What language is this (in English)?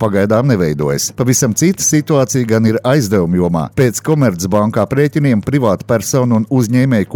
Latvian